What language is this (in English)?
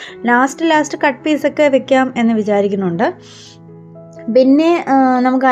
Malayalam